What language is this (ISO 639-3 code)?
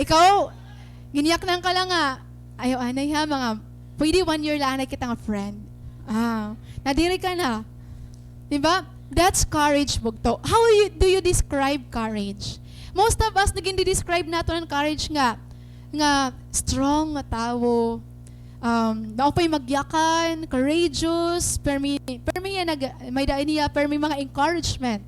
war